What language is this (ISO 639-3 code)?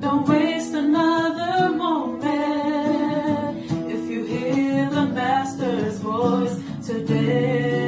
ton